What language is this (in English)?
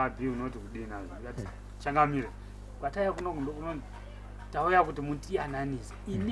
Shona